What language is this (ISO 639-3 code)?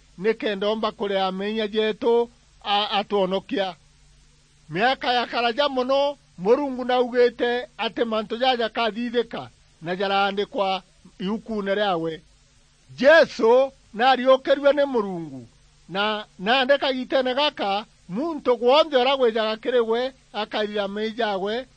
mer